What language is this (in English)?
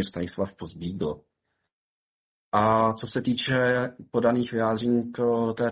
Czech